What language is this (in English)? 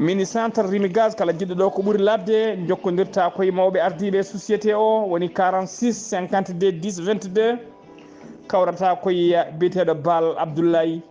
Fula